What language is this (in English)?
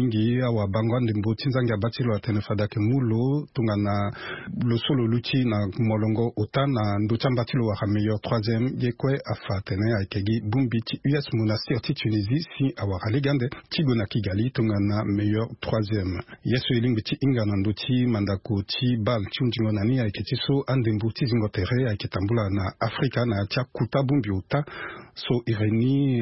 Sango